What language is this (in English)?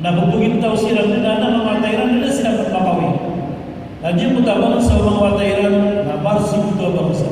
Maranao